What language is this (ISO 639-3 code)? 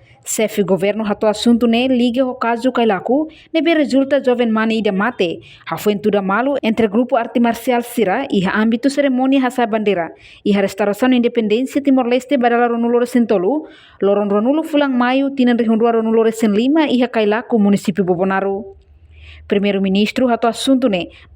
tet